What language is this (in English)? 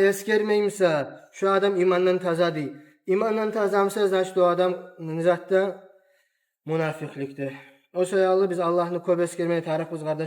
Kumyk